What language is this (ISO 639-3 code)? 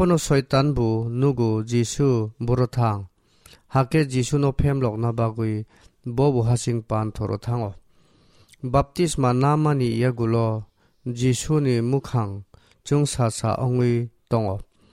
trp